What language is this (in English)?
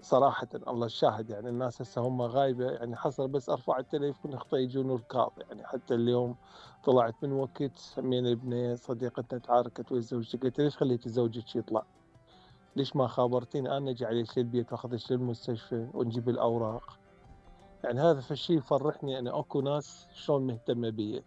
Mesopotamian Arabic